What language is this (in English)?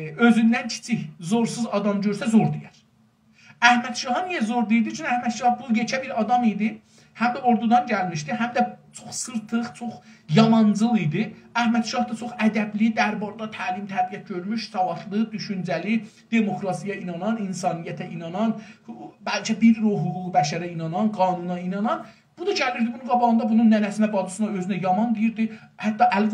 South Azerbaijani